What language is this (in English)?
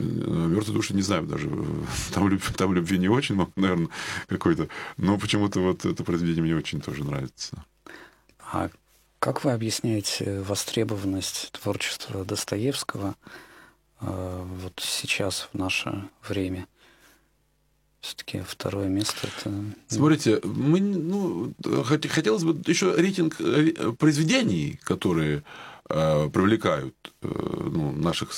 Russian